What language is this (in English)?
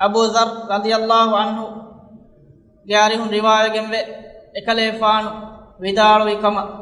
Divehi